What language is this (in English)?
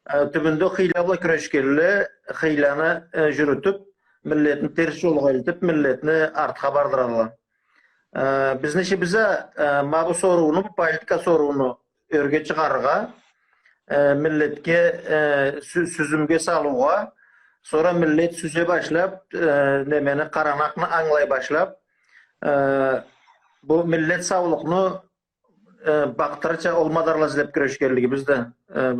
Karachay-Balkar